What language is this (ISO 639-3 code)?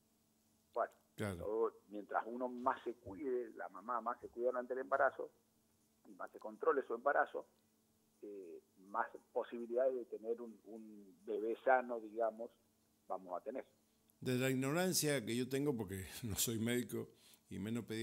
spa